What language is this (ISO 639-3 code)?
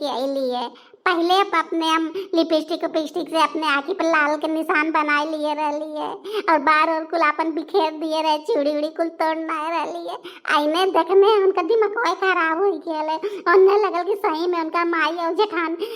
bho